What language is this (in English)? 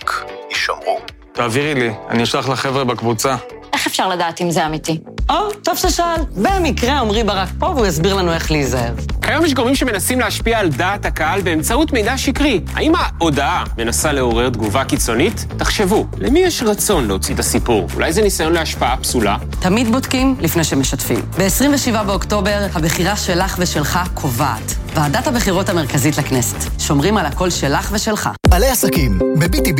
Hebrew